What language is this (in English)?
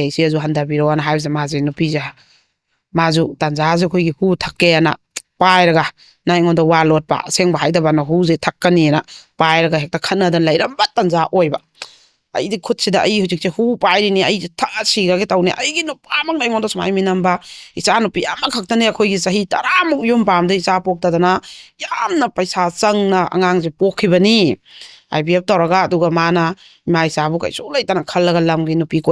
Manipuri